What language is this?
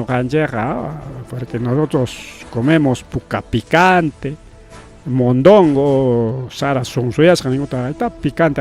Ayacucho Quechua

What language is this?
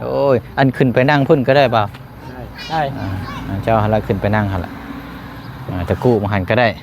Lao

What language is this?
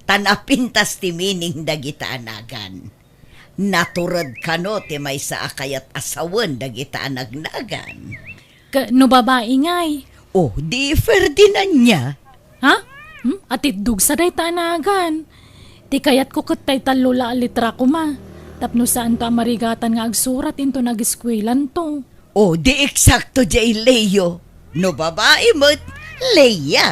Iloko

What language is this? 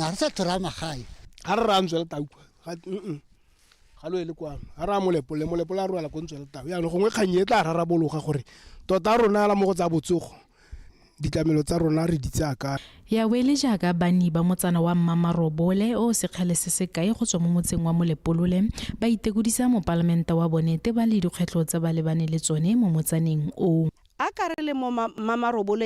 Tswana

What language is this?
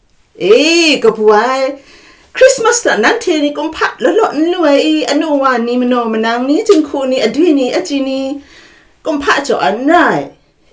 Kachin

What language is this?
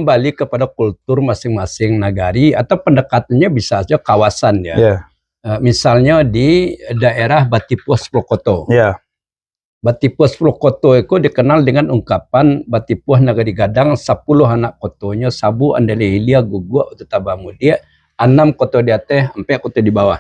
Minangkabau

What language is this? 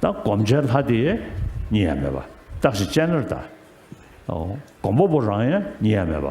Tibetan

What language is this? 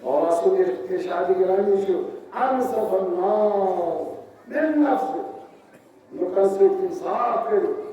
Kashmiri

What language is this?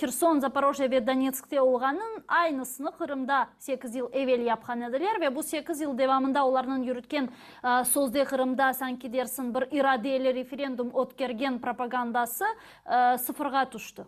Crimean Tatar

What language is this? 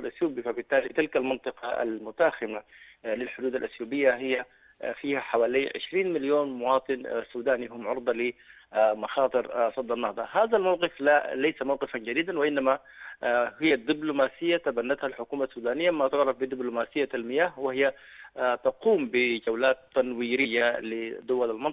Egyptian Arabic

